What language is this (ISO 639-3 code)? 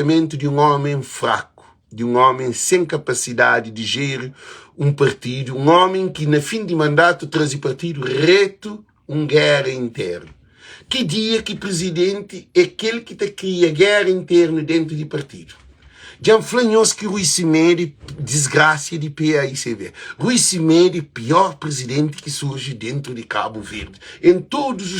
kea